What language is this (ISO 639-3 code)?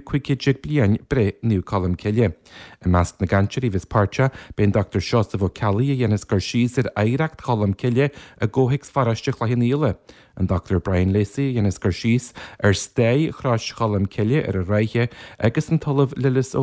gle